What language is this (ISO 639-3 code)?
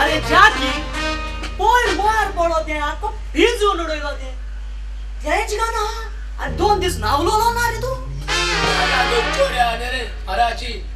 kok